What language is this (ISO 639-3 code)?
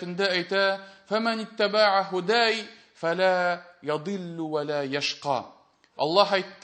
tat